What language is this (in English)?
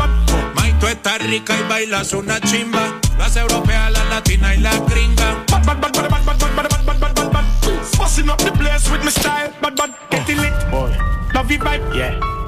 Spanish